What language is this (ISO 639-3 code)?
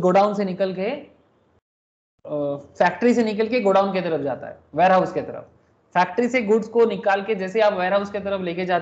hin